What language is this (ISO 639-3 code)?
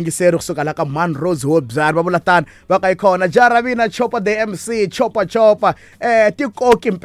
tso